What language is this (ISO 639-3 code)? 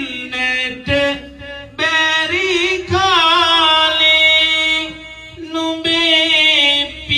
sin